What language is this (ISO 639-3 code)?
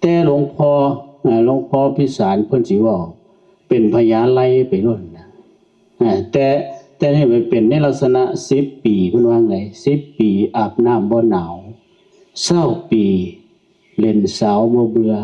tts